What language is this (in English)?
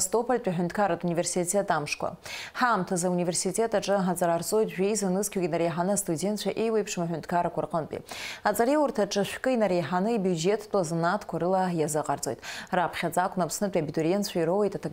Abkhazian